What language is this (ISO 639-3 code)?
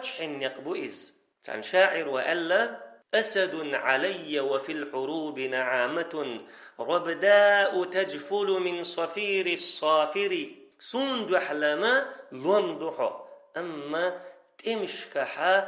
che